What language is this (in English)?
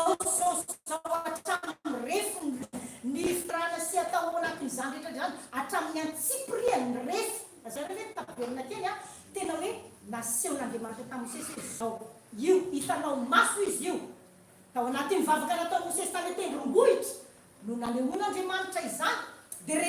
Malagasy